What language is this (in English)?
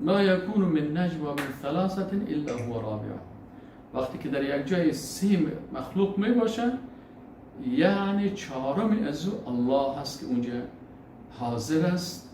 Persian